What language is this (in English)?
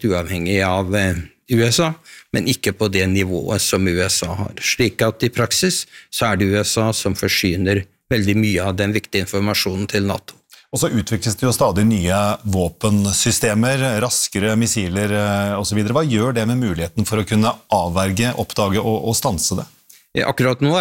Norwegian